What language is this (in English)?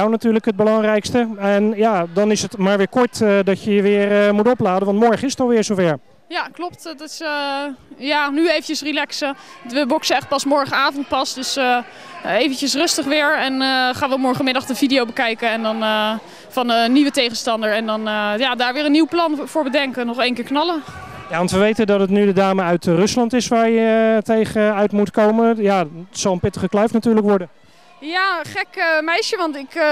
Dutch